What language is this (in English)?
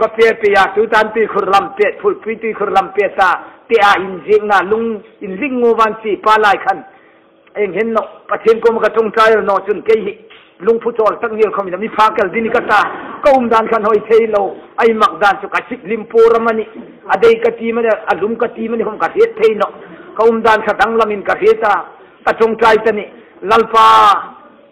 Hmar